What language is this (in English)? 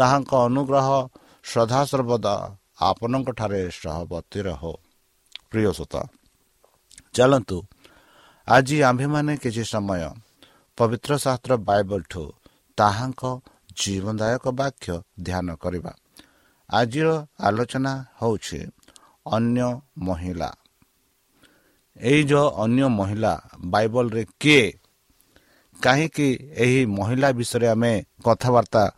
Odia